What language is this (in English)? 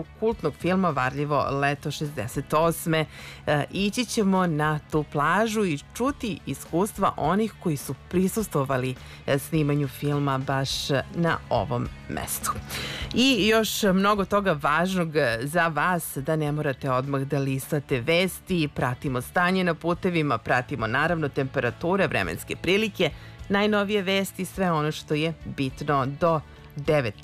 Serbian